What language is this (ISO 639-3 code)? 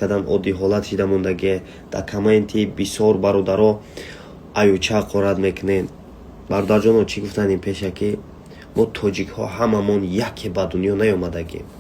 tgk